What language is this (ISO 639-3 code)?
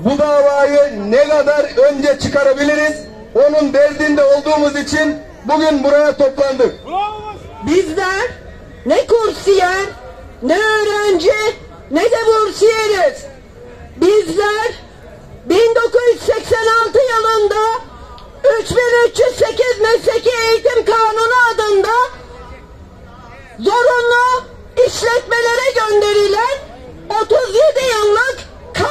tur